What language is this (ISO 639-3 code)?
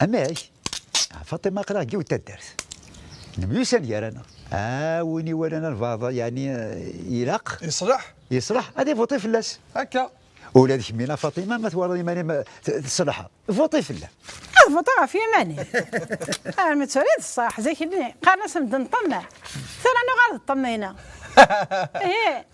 kab